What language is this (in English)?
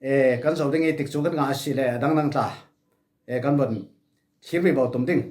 Falam Chin